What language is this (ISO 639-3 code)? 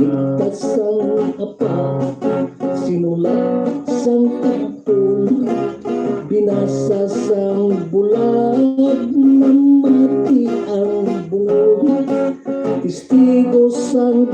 hil